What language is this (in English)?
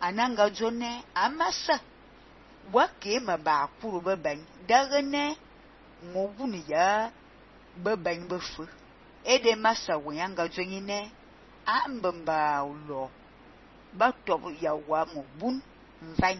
Fang